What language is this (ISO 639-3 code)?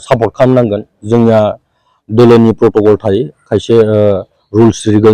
brx